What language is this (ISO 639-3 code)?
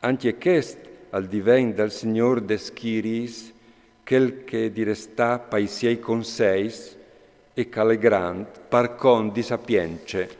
fur